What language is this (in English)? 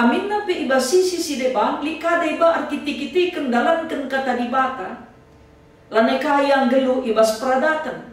Batak Karo